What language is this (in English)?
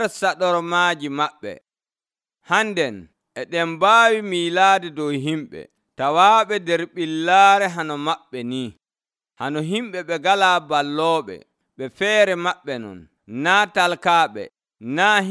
Nigerian Fulfulde